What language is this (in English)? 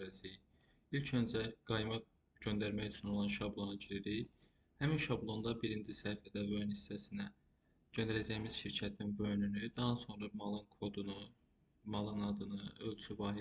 Azerbaijani